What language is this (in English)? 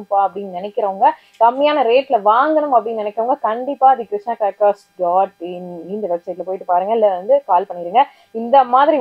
Tamil